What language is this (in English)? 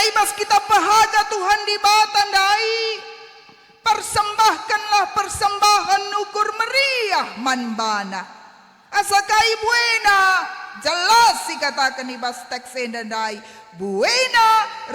Batak Karo